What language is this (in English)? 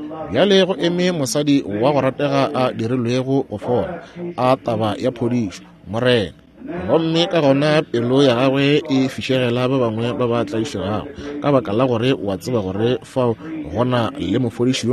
Northern Sotho